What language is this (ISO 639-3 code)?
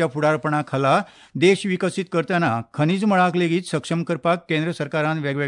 kok